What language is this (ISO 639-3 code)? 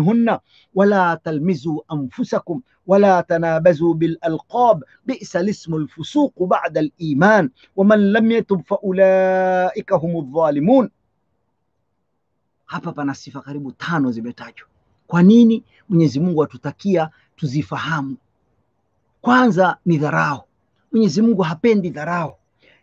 swa